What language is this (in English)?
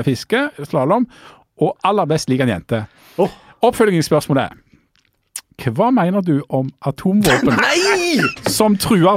Norwegian